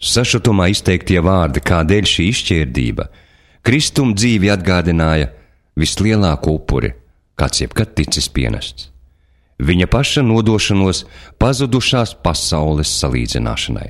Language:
Latvian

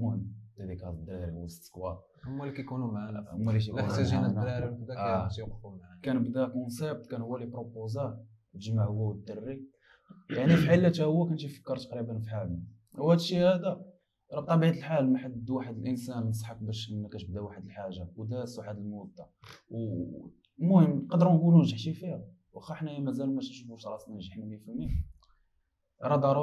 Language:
Moroccan Arabic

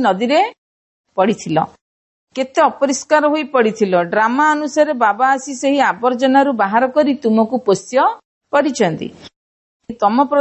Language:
Odia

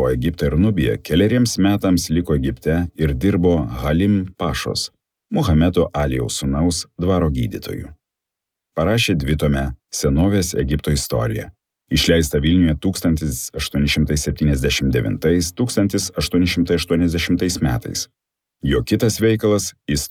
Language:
Lithuanian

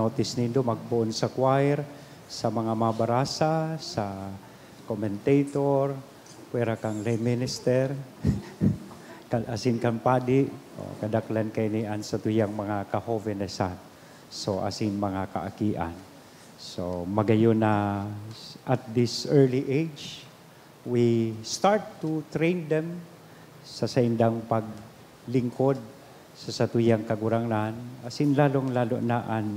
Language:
Bikol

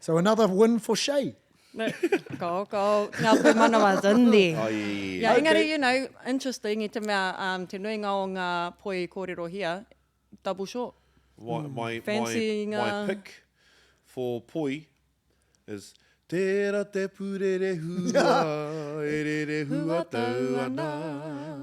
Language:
Māori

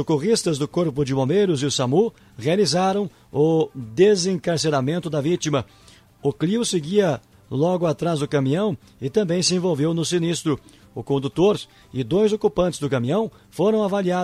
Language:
Portuguese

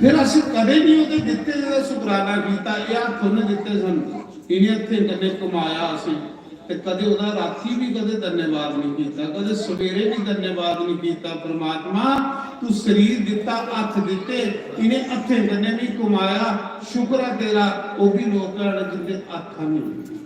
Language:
Dogri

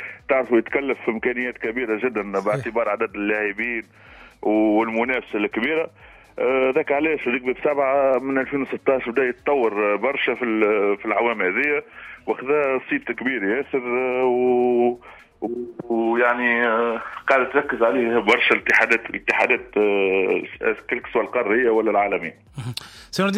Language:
Tunisian Arabic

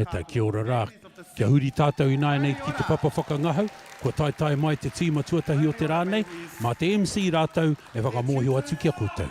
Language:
Māori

